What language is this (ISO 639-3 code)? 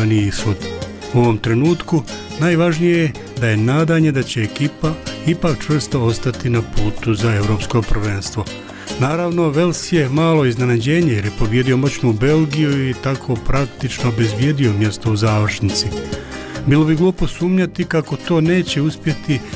bos